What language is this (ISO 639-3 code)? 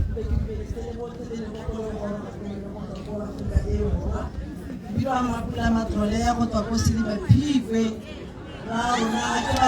tsn